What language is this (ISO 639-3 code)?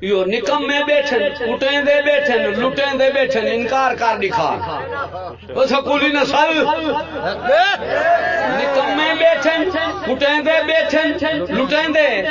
skr